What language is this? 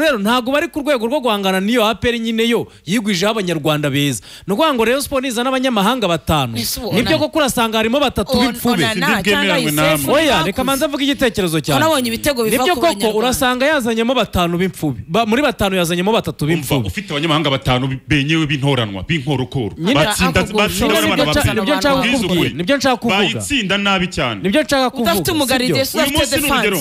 Kinyarwanda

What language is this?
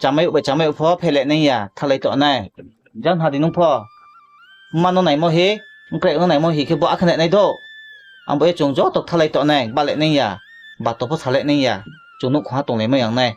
Riang (India)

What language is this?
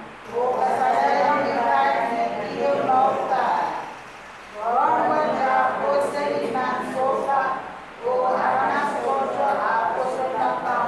Pohnpeian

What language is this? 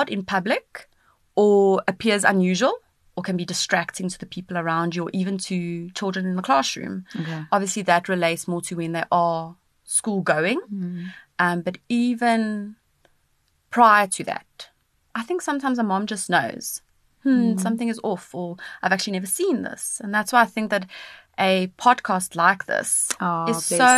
English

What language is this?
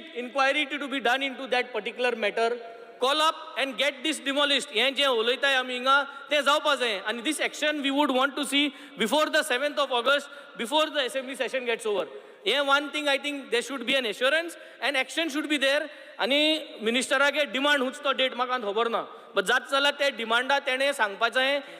Konkani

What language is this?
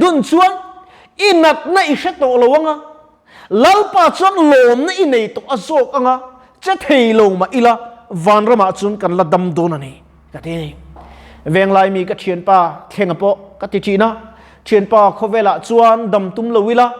Mizo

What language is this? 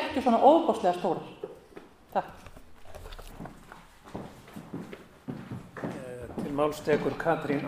Icelandic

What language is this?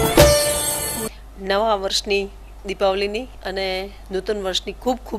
Gujarati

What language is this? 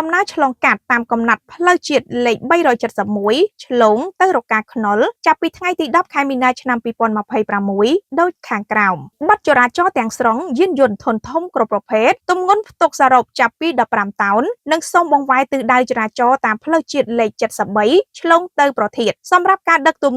Khmer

